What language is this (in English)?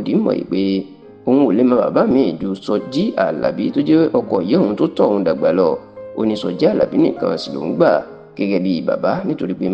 Yoruba